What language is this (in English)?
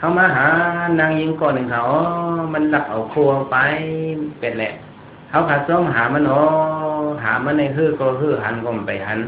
Shan